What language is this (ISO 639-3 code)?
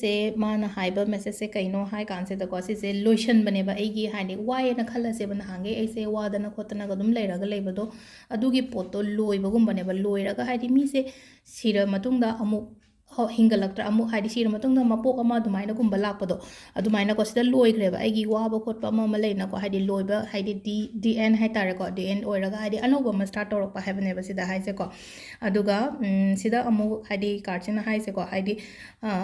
mni